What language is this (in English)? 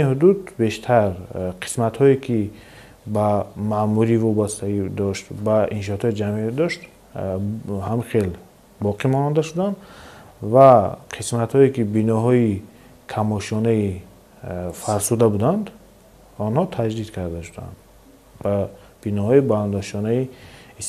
Tajik